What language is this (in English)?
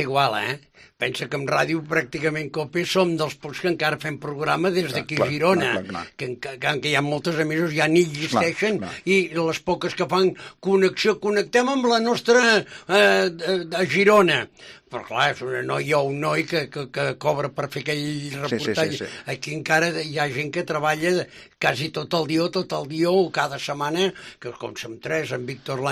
Catalan